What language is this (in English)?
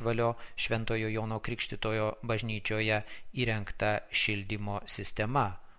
Lithuanian